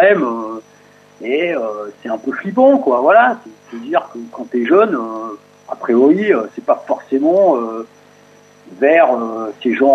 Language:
French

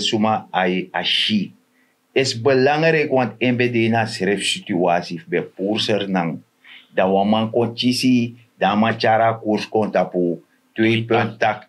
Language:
Sranan Tongo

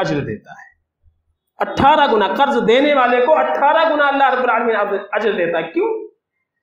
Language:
Urdu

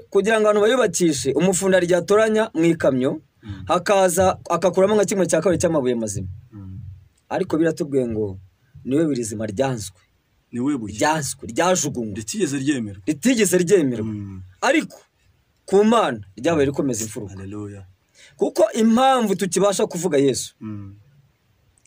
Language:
Kinyarwanda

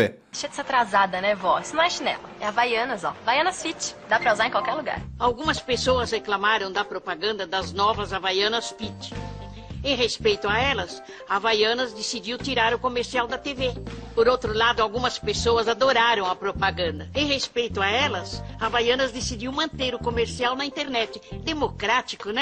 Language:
Portuguese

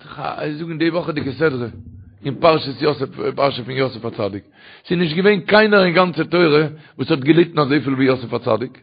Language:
Yiddish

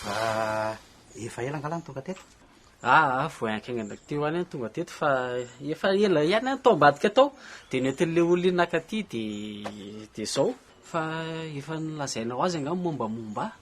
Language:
Malagasy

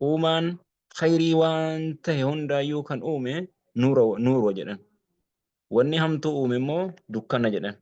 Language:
Oromo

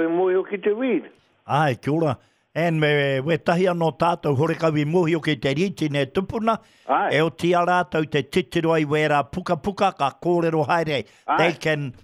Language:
Māori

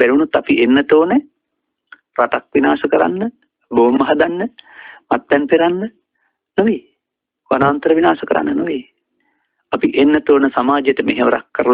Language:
Sinhala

